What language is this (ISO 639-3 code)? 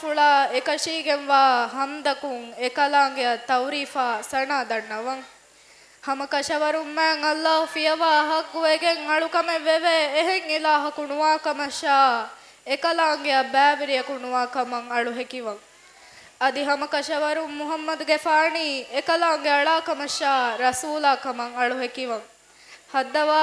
div